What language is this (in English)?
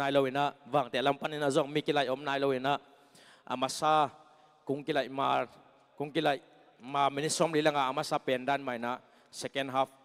Tedim Chin